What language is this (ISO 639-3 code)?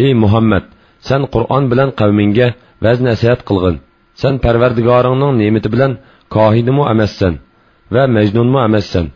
uig